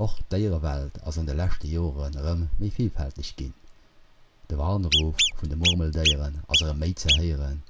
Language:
Luxembourgish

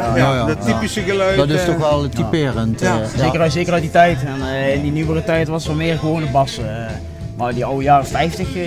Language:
Limburgish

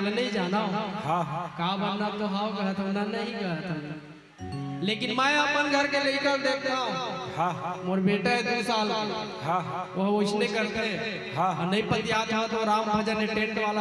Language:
Chhattisgarhi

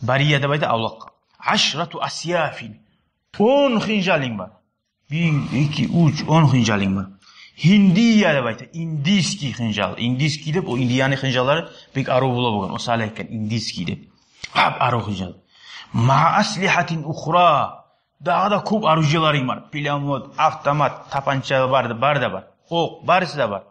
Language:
Kumyk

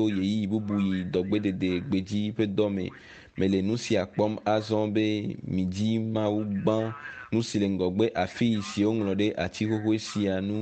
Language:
Ewe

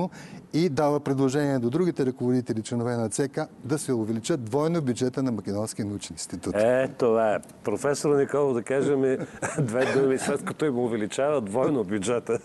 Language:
Bulgarian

